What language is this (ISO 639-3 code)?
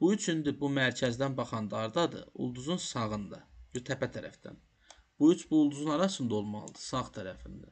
aze